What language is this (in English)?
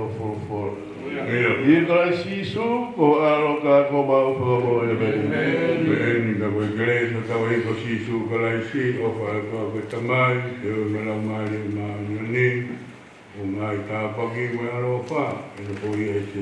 Tongan